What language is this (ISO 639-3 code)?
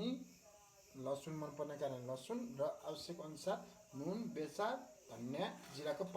nep